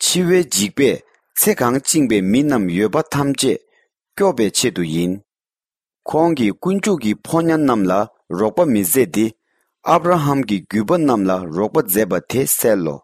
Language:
Tibetan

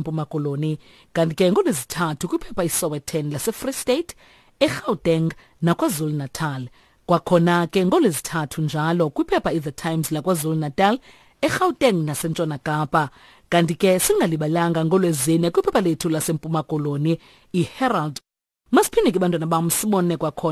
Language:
Xhosa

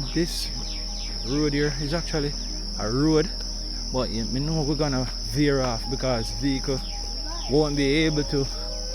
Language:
Jamaican Creole English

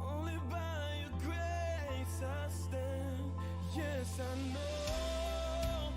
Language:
Marshallese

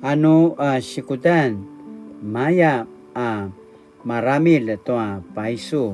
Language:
Paiwan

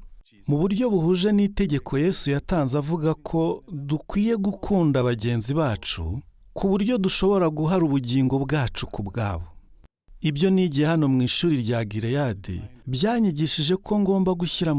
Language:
Kinyarwanda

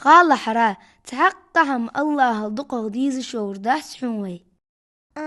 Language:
Ingush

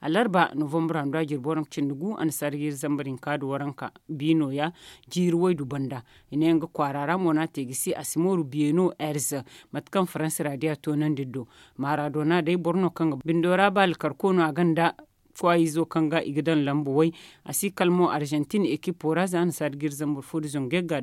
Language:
Zarma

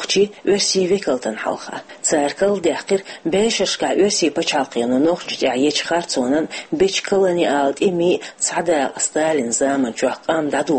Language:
Chechen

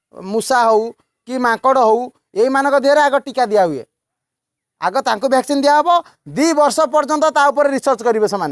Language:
Odia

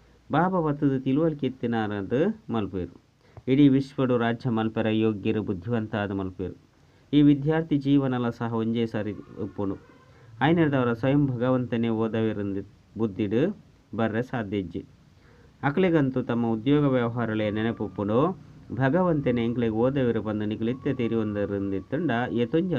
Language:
Tulu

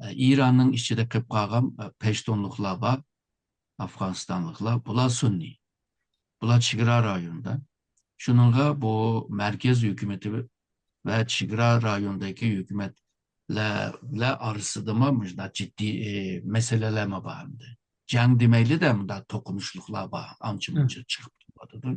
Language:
Uyghur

